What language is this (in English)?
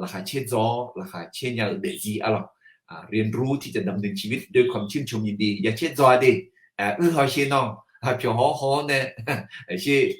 Akha